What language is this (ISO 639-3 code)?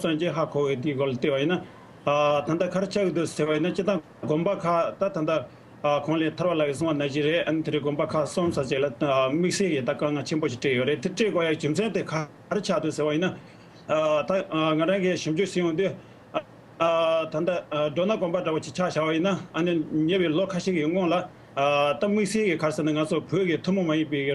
bod